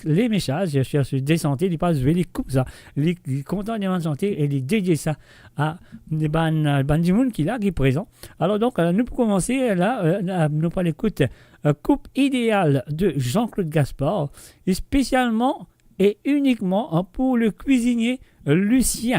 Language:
Morisyen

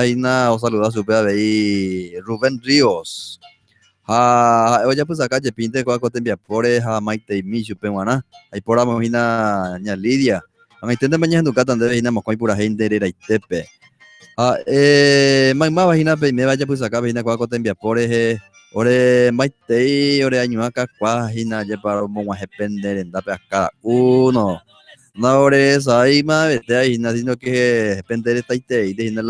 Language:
Guarani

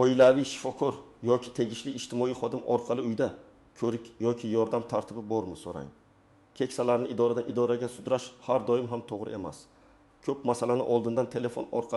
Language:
Uzbek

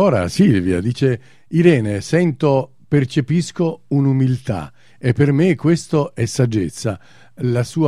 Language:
Italian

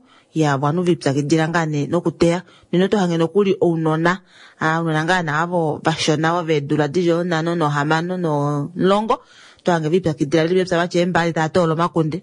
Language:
Kuanyama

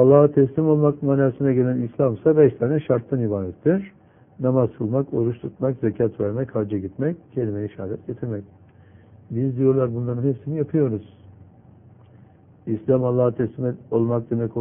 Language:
Turkish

